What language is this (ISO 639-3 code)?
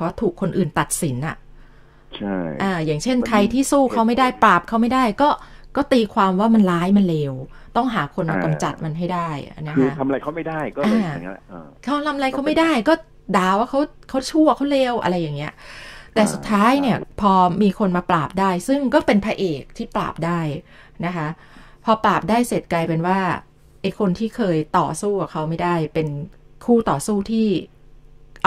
tha